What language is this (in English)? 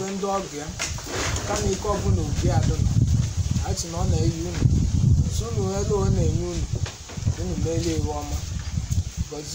Igbo